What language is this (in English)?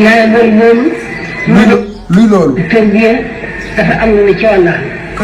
Wolof